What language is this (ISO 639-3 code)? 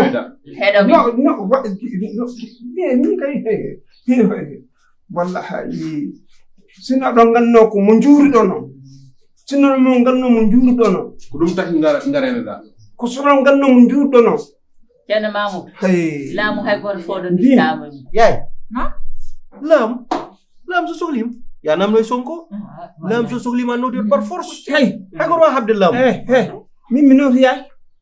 ful